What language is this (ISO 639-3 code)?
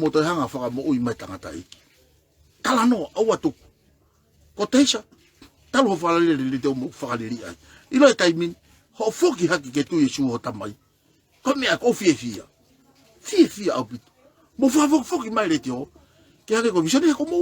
ton